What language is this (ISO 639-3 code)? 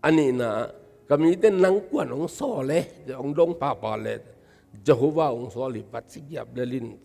ctd